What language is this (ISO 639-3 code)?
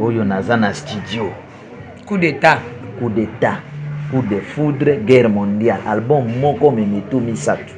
lin